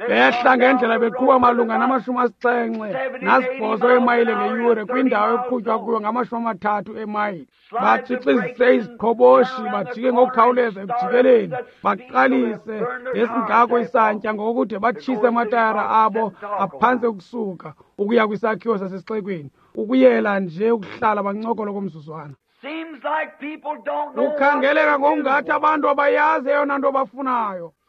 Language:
Xhosa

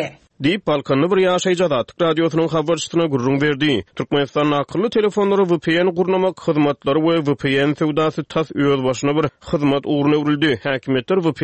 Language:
Turkmen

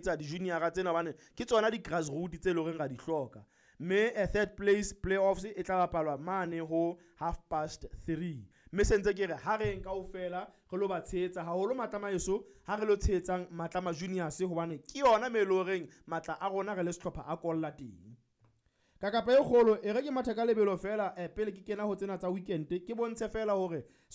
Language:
Southern Sotho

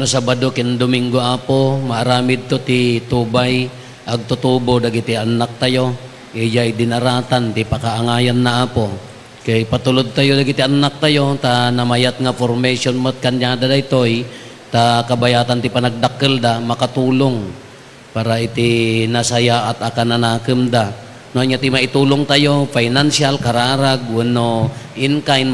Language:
Iloko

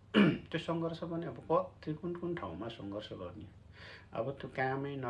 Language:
Nepali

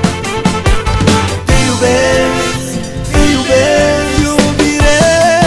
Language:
Romanian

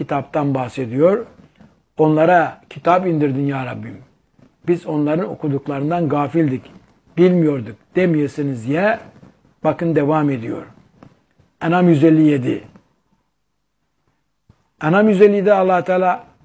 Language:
Turkish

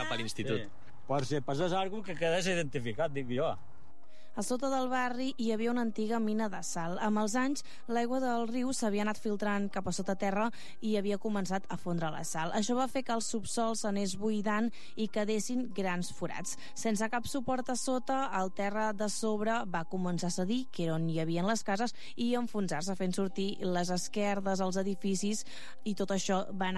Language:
Catalan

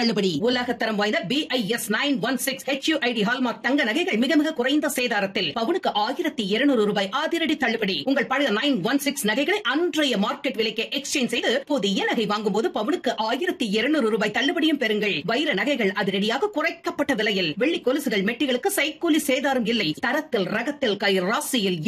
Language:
Tamil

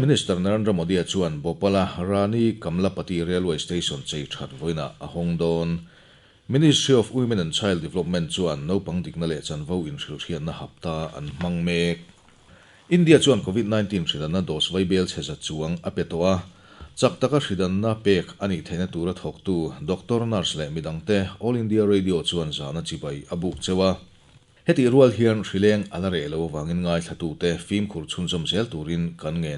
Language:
Mizo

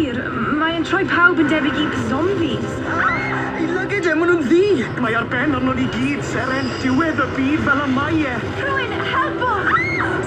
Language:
Welsh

